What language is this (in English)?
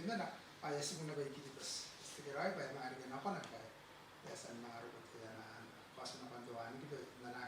Gilbertese